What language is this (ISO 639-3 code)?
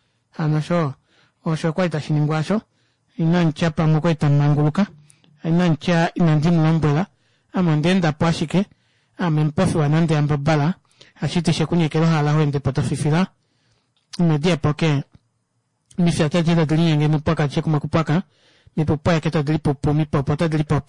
kua